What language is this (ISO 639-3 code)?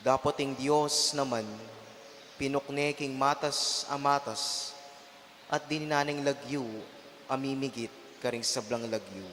pam